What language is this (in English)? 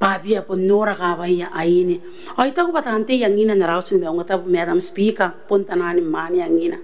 Gilbertese